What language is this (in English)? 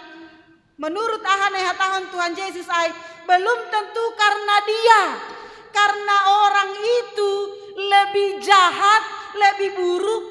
Batak Simalungun